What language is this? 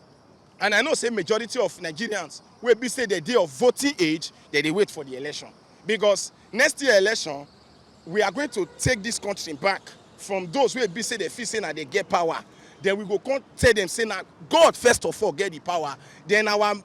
Nigerian Pidgin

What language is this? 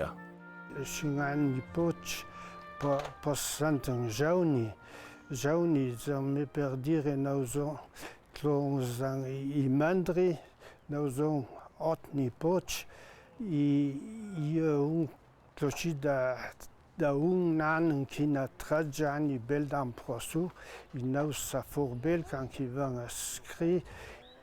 Ladin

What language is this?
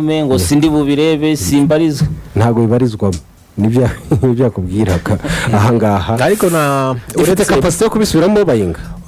Kinyarwanda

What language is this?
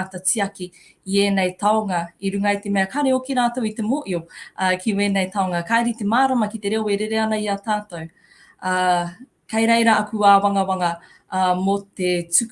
Māori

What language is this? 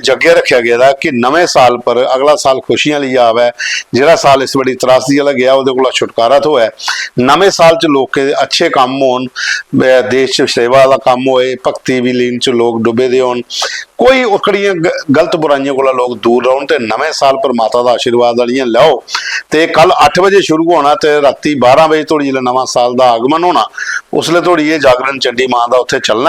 Dogri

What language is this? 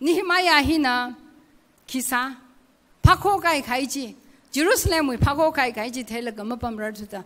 Tangkhul Naga (India)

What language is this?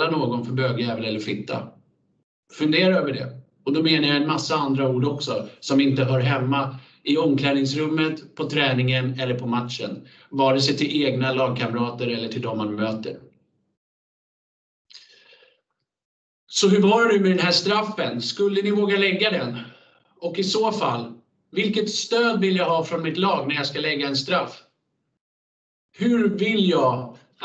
Swedish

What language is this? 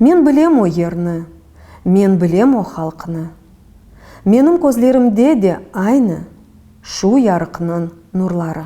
Crimean Tatar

